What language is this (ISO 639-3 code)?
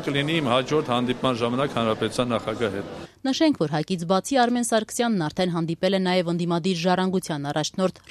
hye